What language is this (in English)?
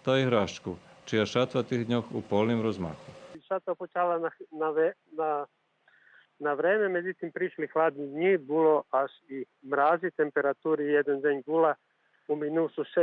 Rusyn